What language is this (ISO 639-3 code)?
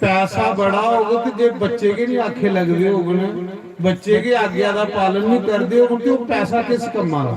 doi